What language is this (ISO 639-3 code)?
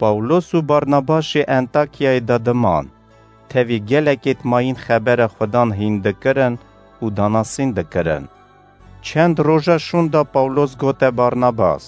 kur